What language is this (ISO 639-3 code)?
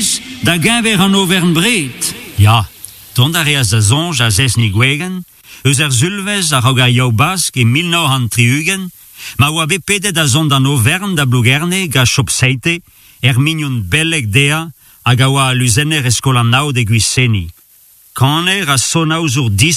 bre